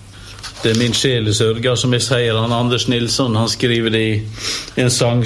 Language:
Norwegian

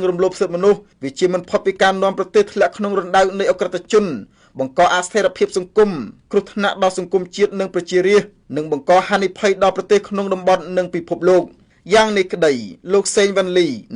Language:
Khmer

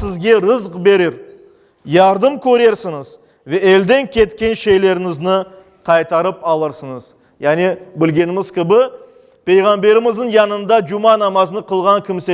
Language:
Crimean Tatar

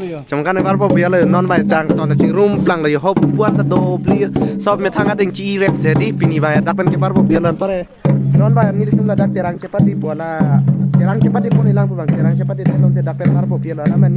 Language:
Karbi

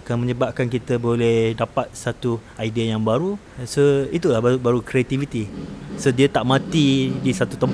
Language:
Malay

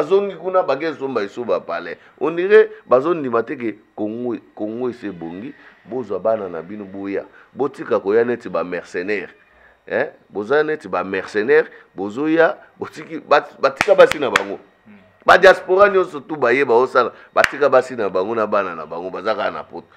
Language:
Lingala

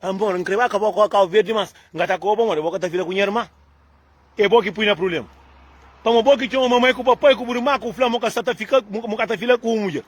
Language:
Kabuverdianu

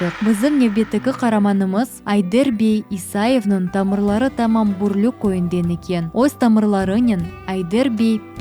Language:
Crimean Tatar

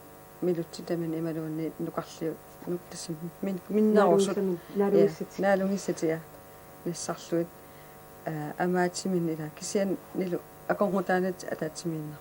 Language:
Kalaallisut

